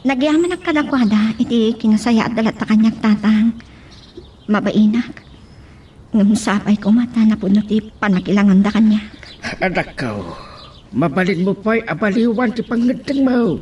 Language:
Iloko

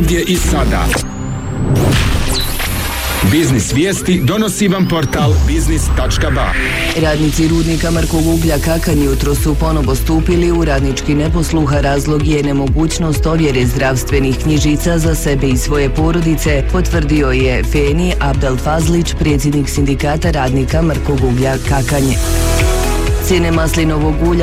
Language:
Bosnian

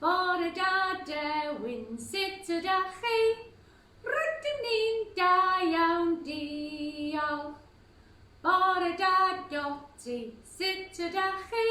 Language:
Welsh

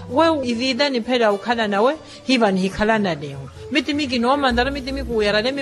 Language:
Makhuwa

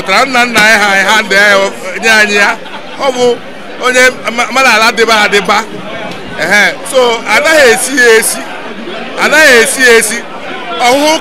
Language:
Igbo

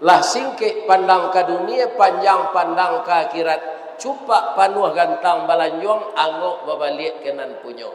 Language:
Minangkabau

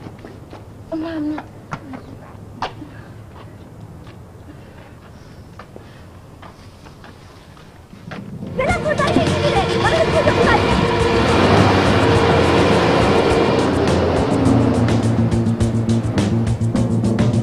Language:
Persian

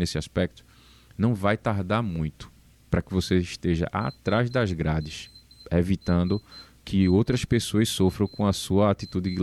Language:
Portuguese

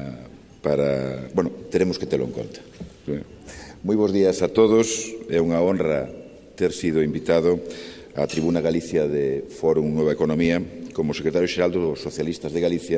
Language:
Galician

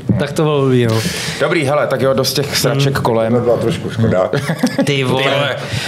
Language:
Czech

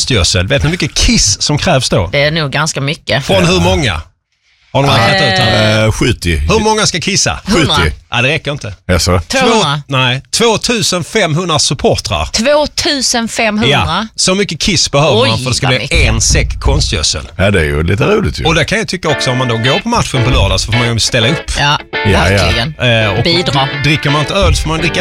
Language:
Swedish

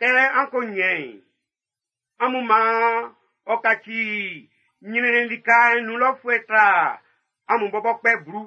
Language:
Baoulé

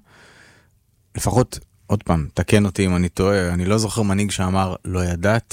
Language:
Hebrew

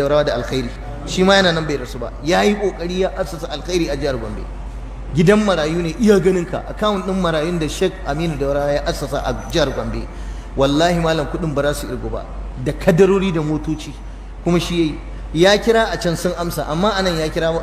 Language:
Hausa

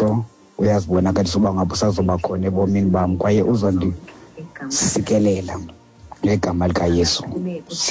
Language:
Xhosa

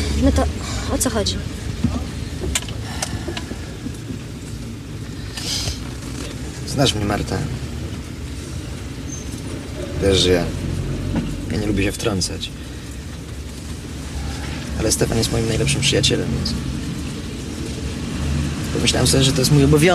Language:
Polish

